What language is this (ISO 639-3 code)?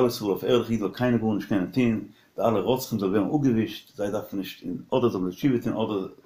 yid